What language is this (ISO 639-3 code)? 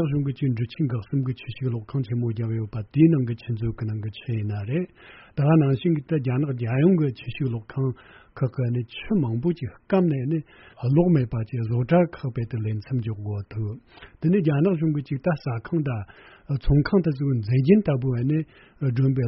bod